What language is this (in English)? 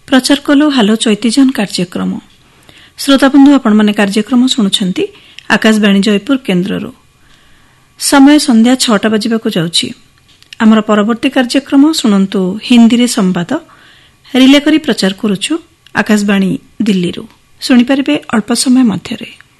Odia